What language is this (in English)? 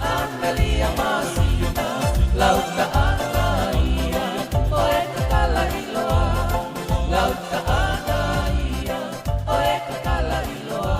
Tongan